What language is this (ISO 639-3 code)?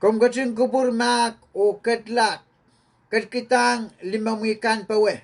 pon